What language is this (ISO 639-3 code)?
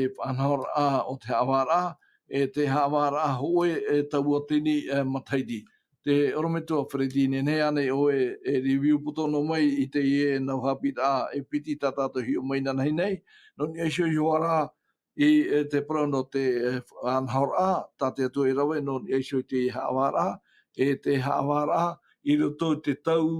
tah